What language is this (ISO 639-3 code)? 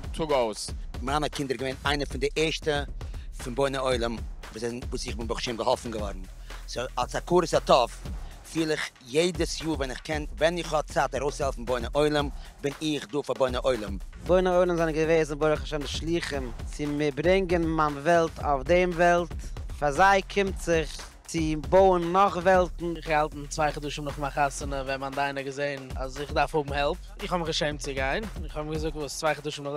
yid